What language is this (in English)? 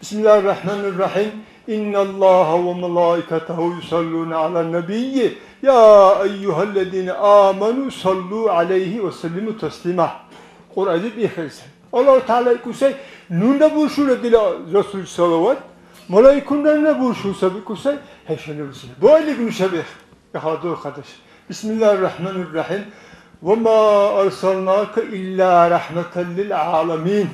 Dargwa